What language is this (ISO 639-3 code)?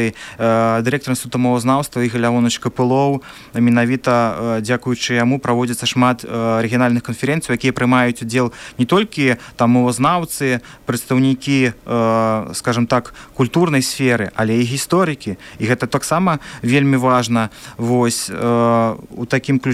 bel